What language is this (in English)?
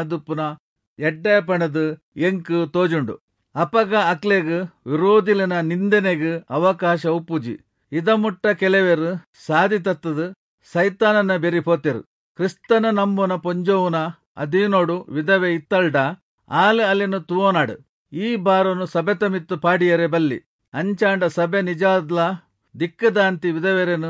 Tulu